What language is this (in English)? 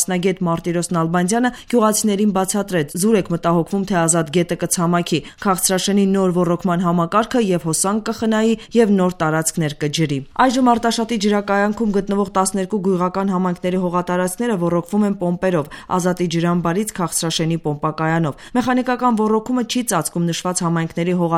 Armenian